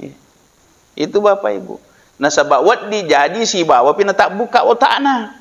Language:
Buginese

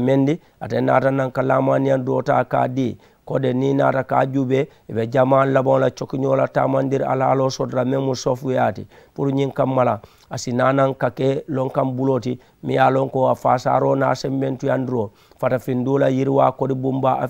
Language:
Mandingo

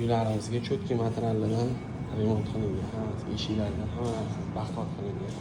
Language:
Uzbek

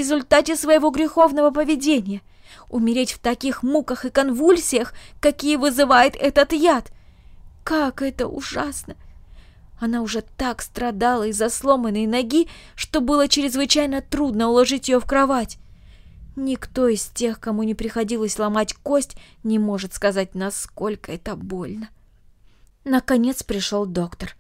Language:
Russian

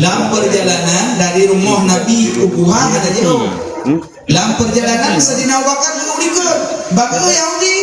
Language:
Achinese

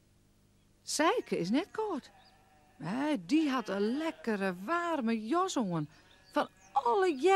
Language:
Western Frisian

